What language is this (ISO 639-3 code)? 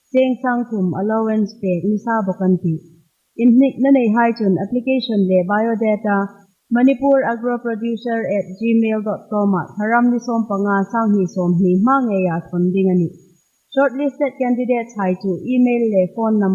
hmr